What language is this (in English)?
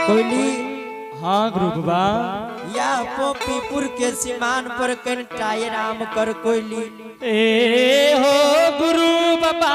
Angika